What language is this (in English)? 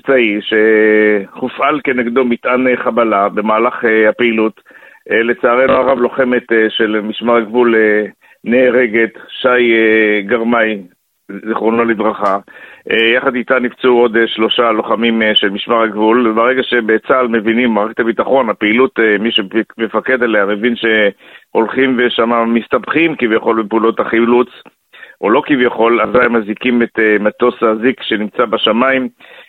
Hebrew